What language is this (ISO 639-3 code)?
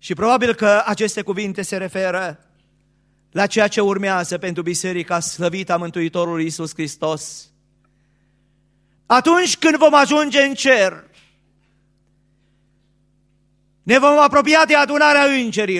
ron